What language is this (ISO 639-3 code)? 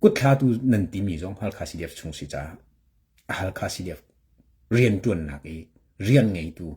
cnh